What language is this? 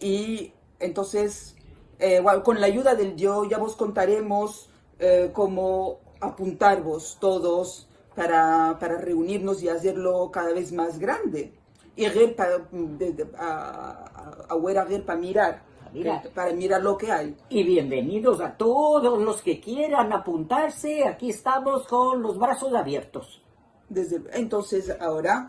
Ladino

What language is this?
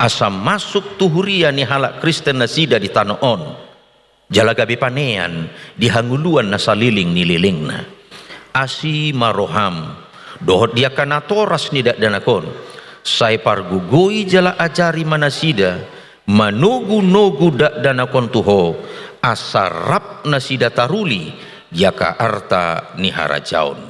Batak Toba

